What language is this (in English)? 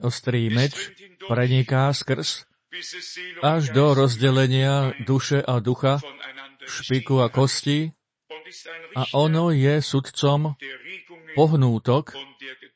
Slovak